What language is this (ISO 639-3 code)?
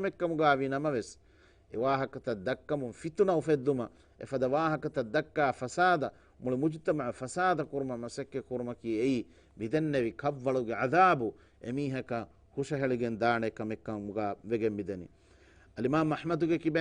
div